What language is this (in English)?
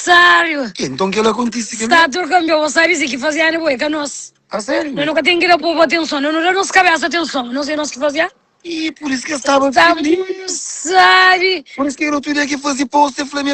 Kabuverdianu